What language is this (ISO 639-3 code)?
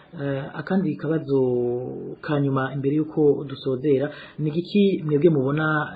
run